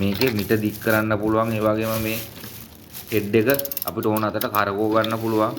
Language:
Sinhala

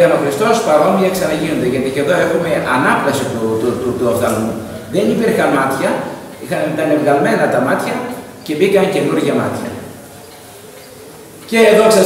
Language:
Greek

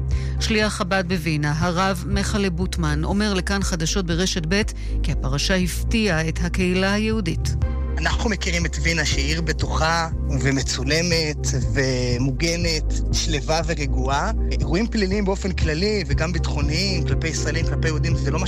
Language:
Hebrew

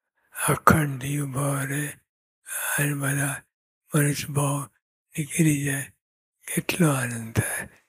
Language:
Gujarati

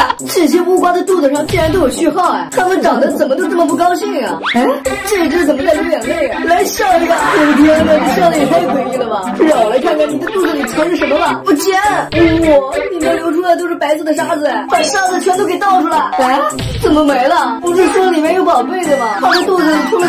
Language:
Chinese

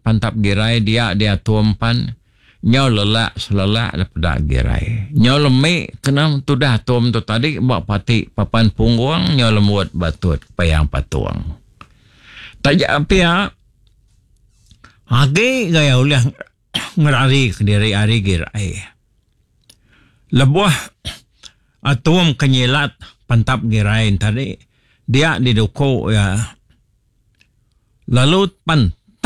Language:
Malay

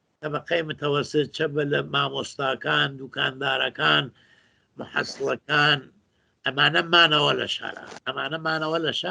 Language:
Central Kurdish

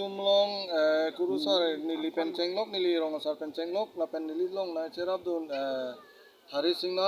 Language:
Karbi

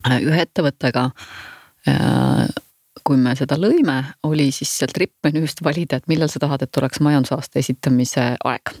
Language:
Estonian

